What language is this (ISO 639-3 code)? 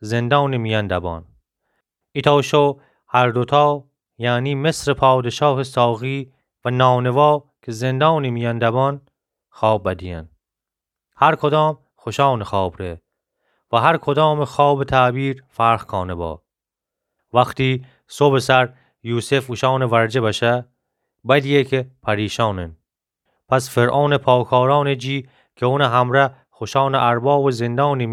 glk